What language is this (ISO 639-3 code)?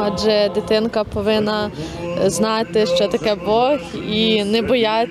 ukr